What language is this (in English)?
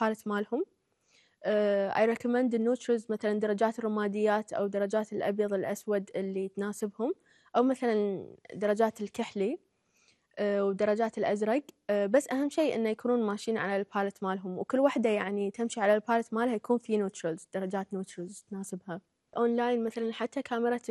Gulf Arabic